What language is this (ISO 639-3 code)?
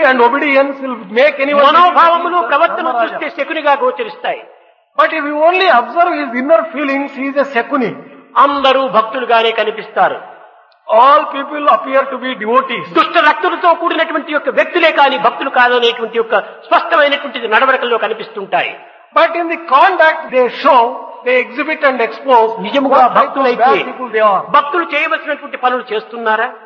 tel